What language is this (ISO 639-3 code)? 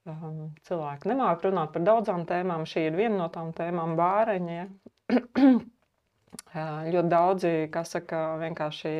lav